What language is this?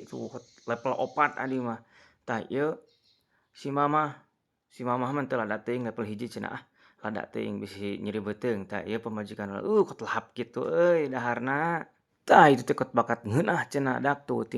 Sundanese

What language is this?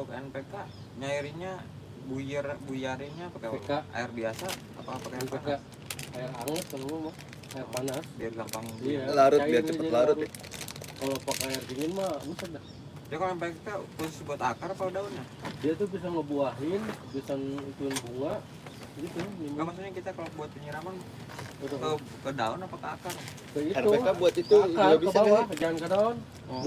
Betawi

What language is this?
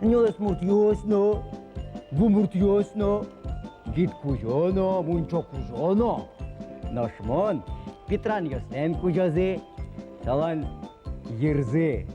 Udmurt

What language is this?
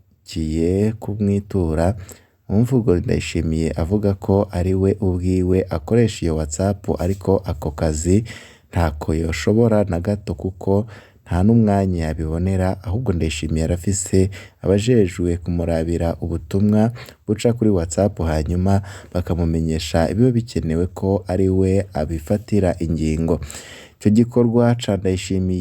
Rundi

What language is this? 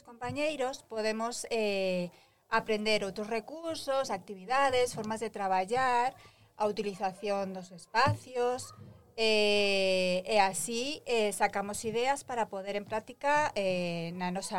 Galician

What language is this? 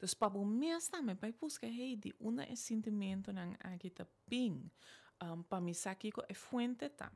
Papiamento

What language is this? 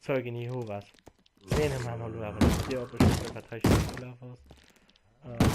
Luxembourgish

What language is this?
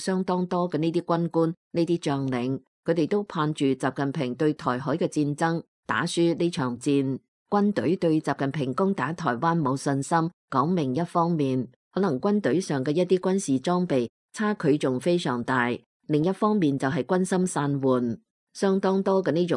Cantonese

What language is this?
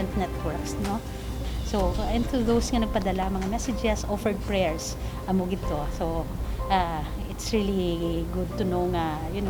Hiligaynon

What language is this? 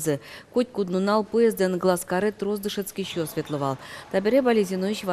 Udmurt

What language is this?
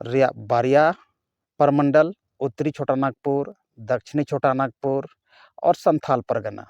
Santali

